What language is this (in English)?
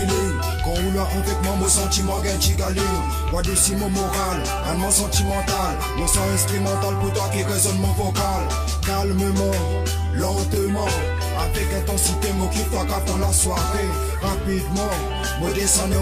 Morisyen